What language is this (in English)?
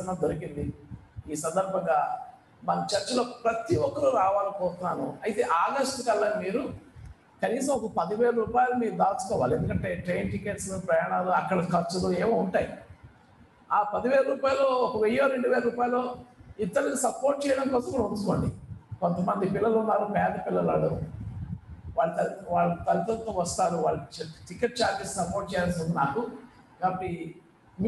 Telugu